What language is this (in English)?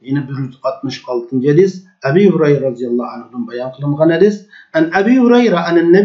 Uyghur